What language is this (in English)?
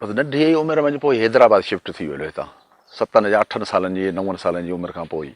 Sindhi